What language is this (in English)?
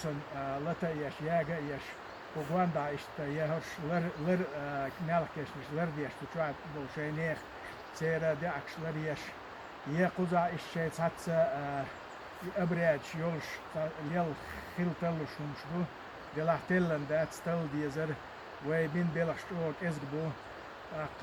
Chechen